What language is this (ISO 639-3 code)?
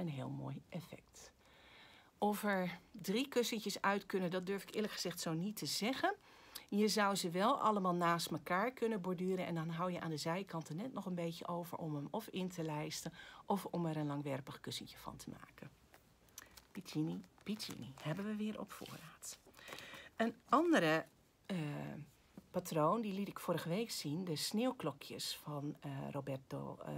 nld